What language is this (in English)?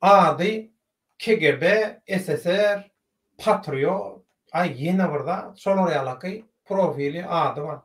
Turkmen